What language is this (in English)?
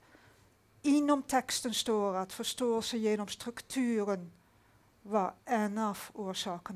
Swedish